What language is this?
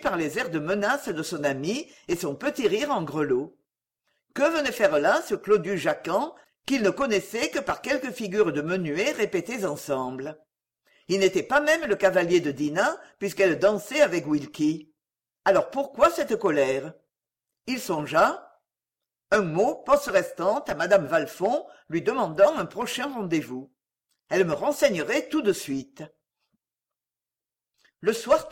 French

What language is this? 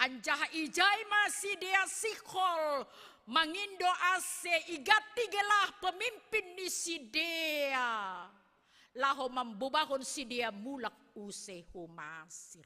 Batak Simalungun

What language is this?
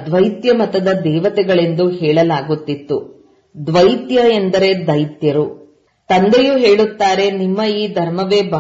Kannada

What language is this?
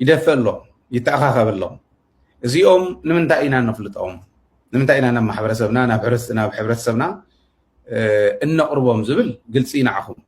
Tigrinya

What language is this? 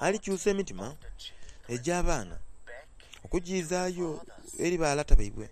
Soga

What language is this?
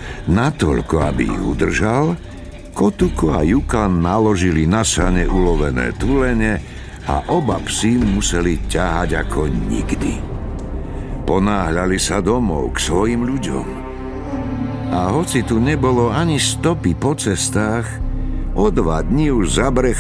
Slovak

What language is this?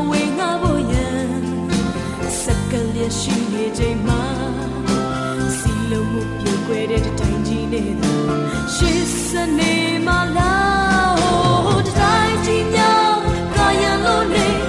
Burmese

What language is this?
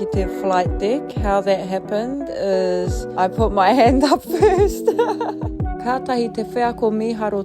Māori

